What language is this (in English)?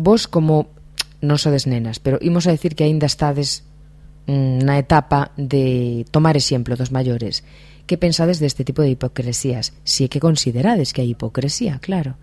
Galician